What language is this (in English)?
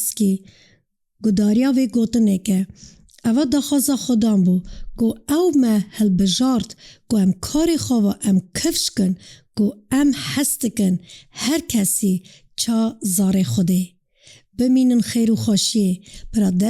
Kurdish